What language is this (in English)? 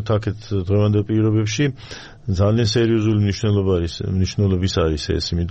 Georgian